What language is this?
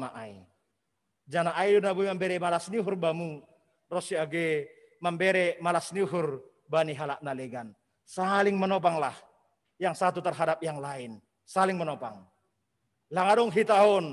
Batak Simalungun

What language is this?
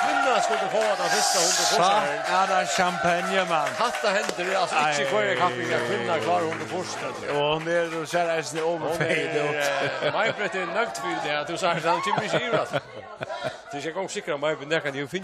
Faroese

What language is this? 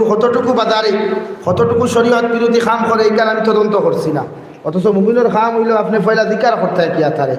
Sylheti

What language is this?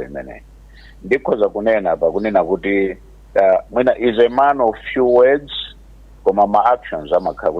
Nyanja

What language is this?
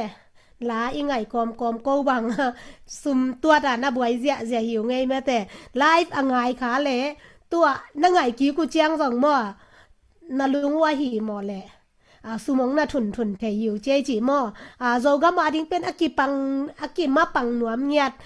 Tedim Chin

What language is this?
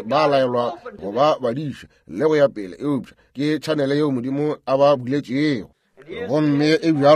Northern Sotho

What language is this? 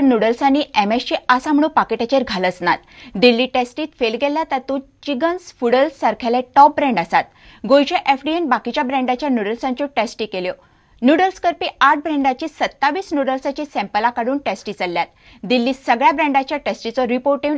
Konkani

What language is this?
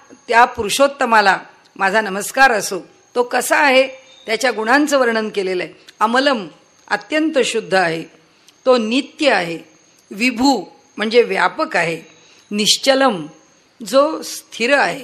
Marathi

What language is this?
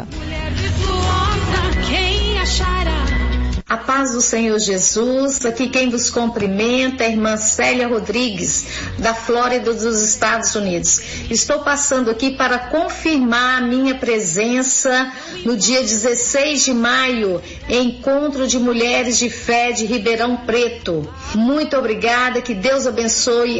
Portuguese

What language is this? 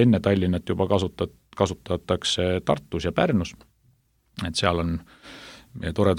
Estonian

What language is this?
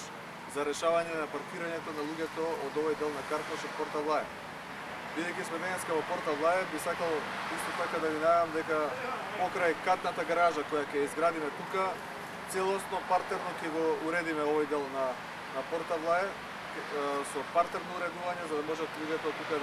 Macedonian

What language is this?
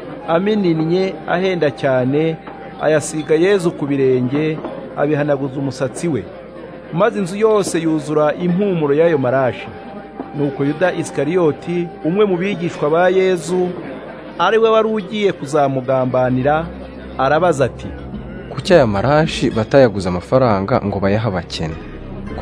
Kinyarwanda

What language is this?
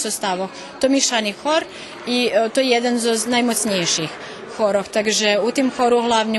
Rusyn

